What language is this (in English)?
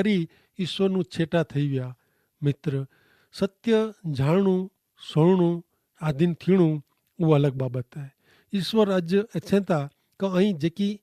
Kachhi